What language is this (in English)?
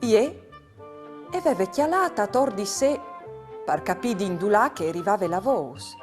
Friulian